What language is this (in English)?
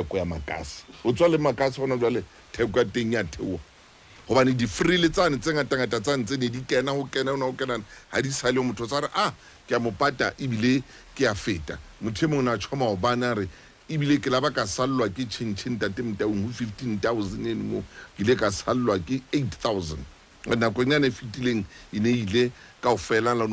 Southern Sotho